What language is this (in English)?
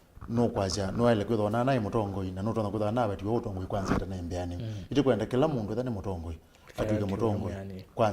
Kamba